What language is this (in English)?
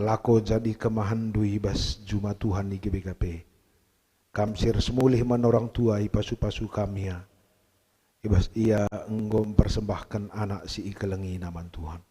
Batak Karo